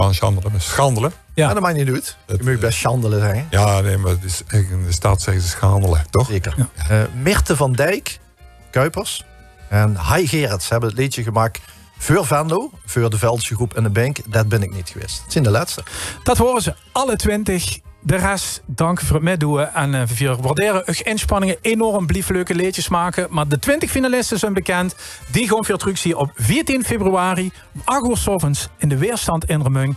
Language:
Limburgish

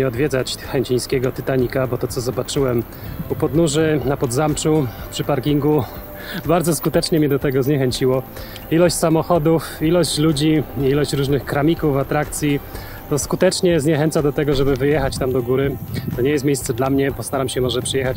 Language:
Polish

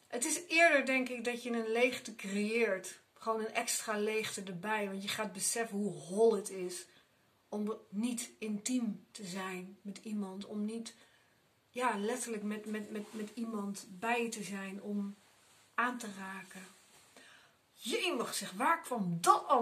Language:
Dutch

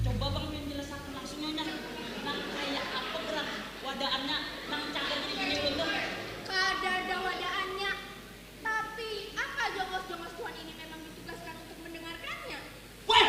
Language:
Banjar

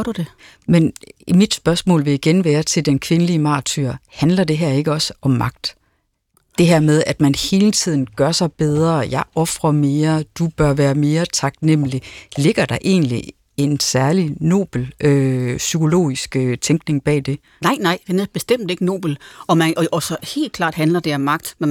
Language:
Danish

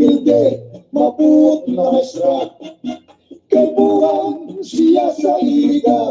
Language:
Bikol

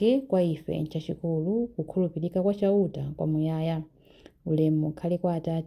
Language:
Nyanja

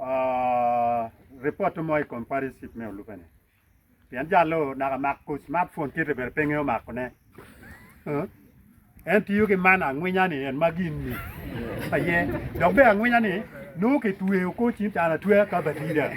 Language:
Acoli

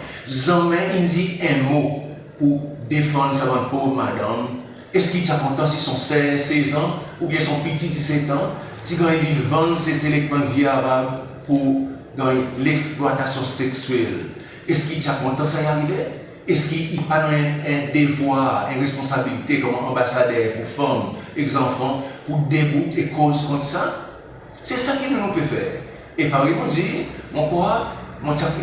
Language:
Seselwa Creole French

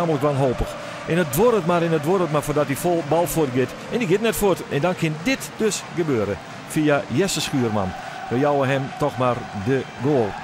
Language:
Western Frisian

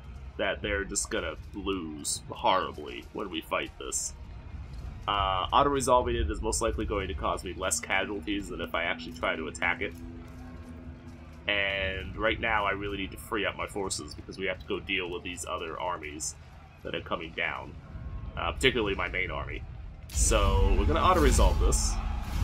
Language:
English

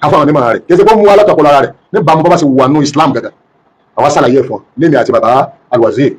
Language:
Yoruba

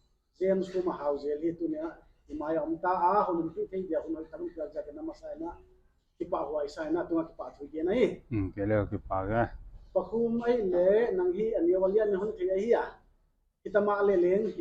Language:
Paite Chin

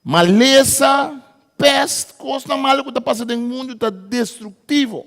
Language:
Papiamento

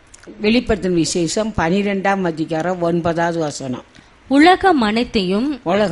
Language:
Tamil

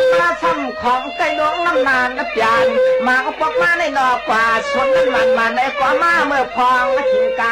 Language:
Shan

